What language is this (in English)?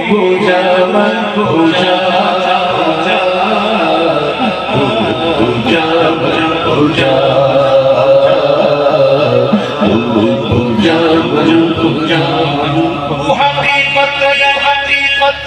Hindi